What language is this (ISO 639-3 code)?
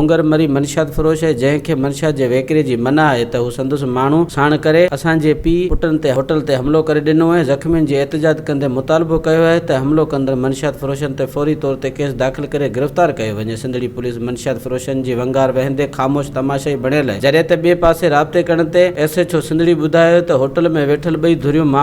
snd